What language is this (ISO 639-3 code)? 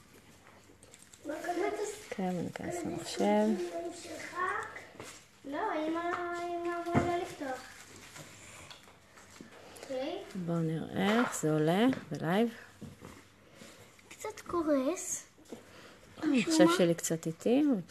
heb